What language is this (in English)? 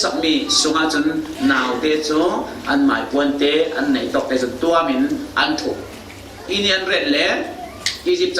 Falam Chin